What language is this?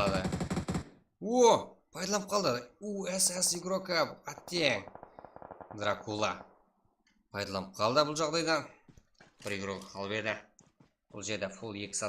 Kara-Kalpak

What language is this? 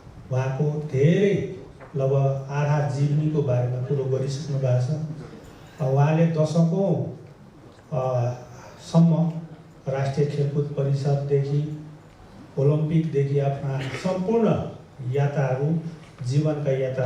Nepali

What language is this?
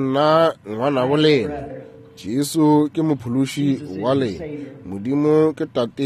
Northern Sotho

